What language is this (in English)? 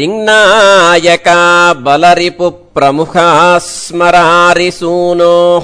Sanskrit